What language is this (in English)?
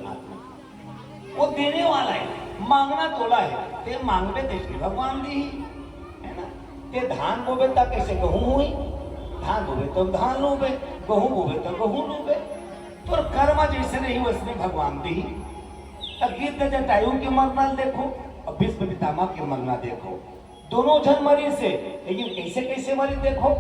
Chhattisgarhi